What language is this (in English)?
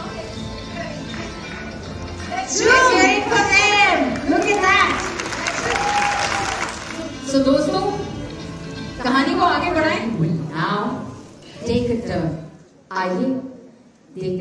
Hindi